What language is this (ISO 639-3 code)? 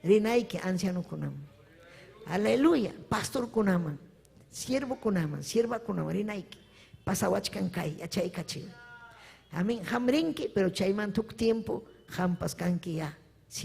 quy